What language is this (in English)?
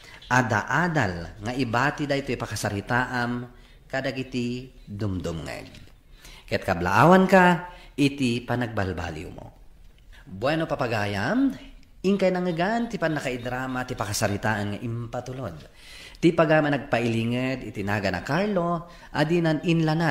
Iloko